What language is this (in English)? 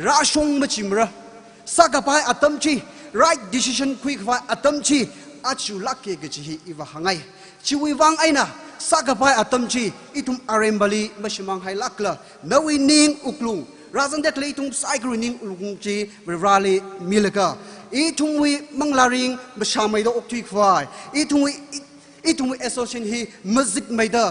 Tangkhul Naga (India)